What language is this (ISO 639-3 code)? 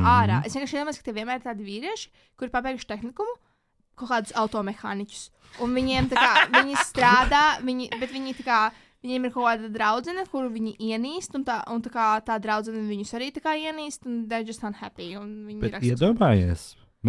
lav